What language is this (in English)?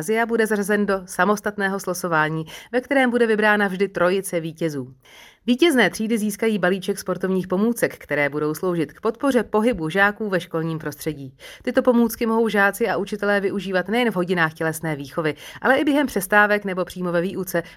Czech